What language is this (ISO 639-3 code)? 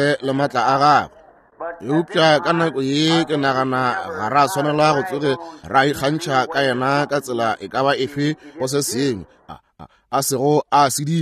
nso